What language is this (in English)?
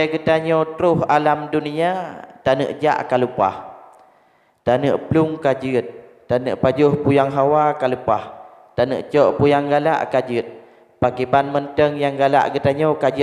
Achinese